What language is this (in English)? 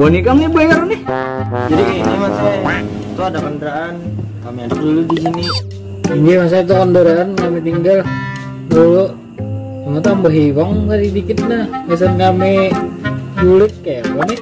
Banjar